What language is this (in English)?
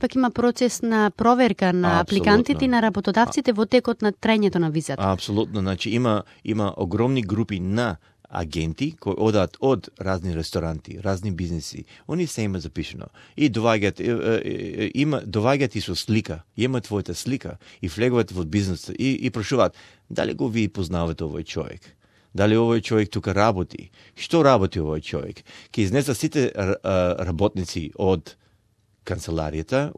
Macedonian